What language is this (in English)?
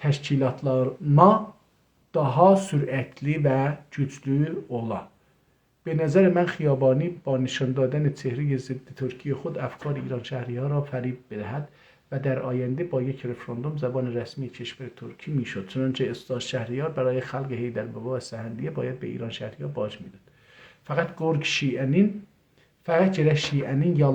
South Azerbaijani